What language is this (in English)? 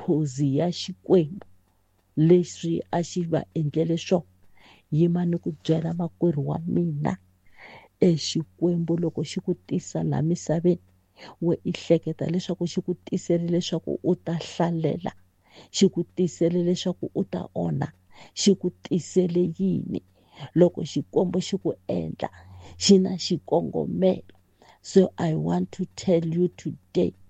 Tsonga